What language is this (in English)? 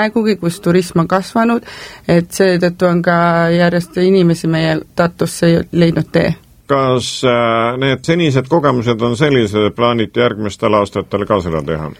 Estonian